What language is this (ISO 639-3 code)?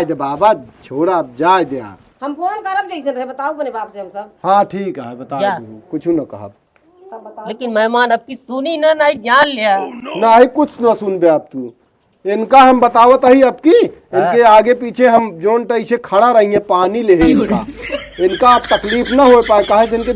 awa